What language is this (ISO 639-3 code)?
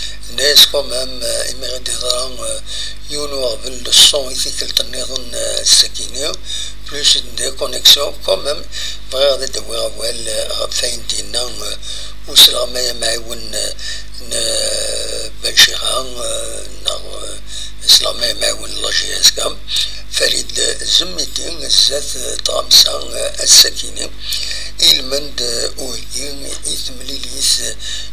kab